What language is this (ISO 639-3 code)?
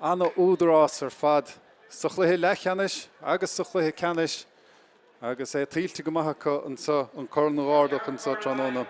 gle